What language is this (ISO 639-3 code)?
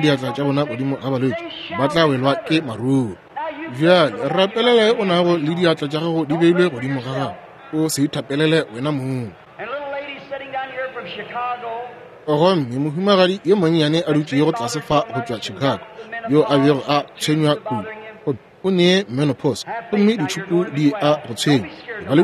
nso